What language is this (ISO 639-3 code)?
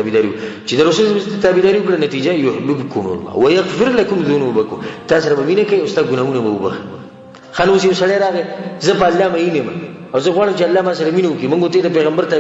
pus